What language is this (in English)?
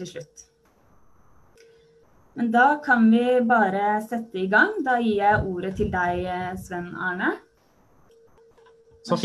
Norwegian